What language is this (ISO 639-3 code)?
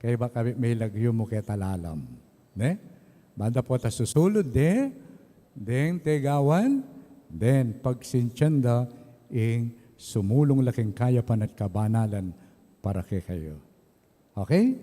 pam